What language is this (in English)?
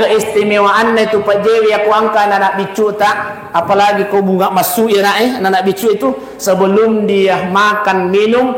Buginese